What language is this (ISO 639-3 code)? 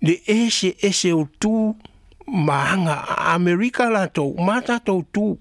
smo